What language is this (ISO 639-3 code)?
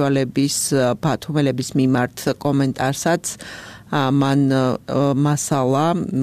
kat